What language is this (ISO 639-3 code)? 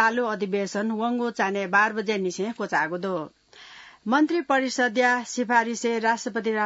new